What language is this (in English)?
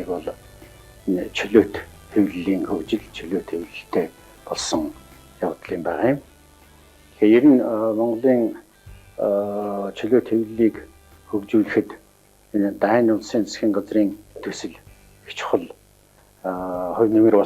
Mongolian